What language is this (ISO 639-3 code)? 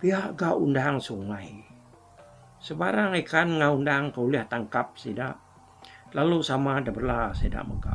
iba